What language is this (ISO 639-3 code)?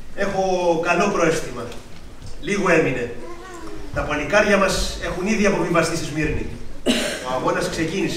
ell